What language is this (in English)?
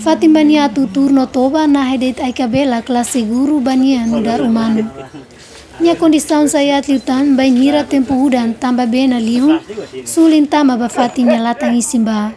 Tetum